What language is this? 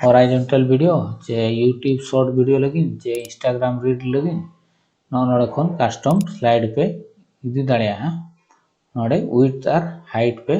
Santali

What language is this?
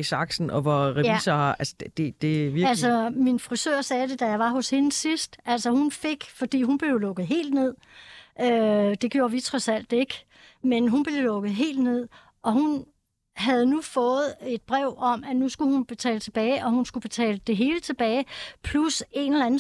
Danish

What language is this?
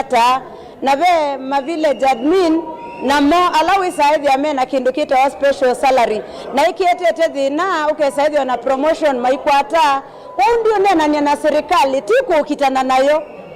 Kamba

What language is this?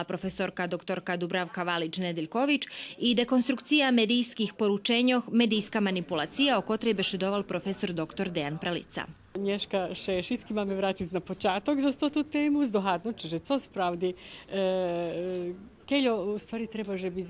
Rusyn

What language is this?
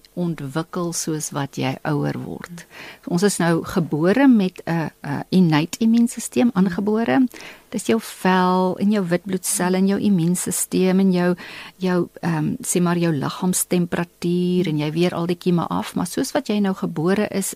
Afrikaans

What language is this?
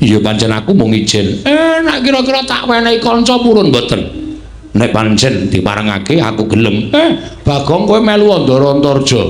Javanese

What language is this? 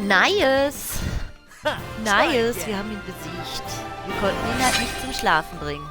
Swiss German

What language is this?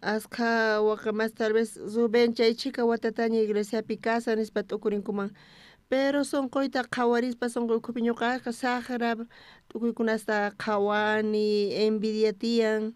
South Bolivian Quechua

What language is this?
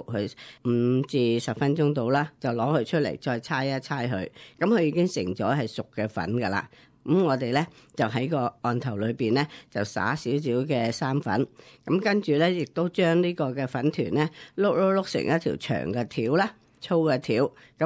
Cantonese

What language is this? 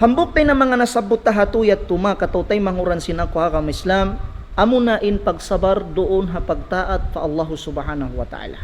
Tausug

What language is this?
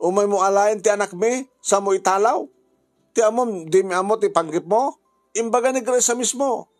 Iloko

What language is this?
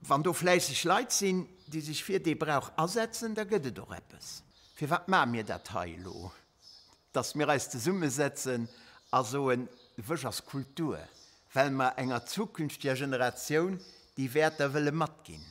Luxembourgish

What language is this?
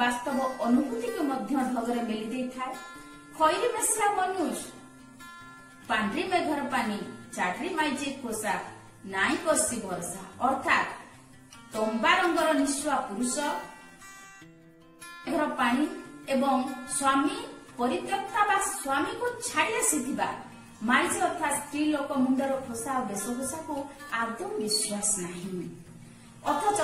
Odia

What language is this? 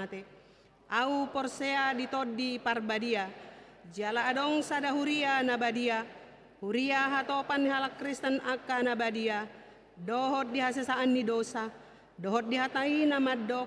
Batak Toba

